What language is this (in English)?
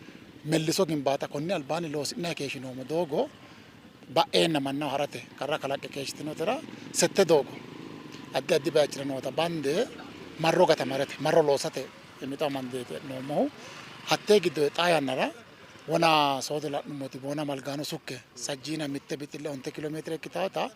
Sidamo